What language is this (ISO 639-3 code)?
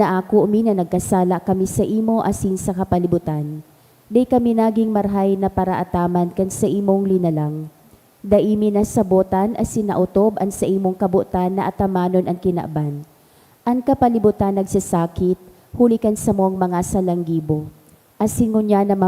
bik